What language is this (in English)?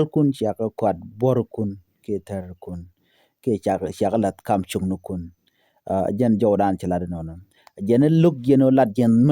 Nuer